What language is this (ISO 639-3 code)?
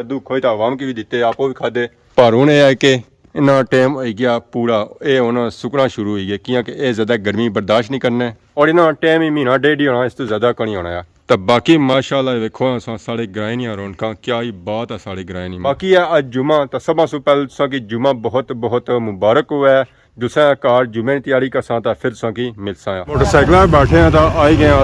phr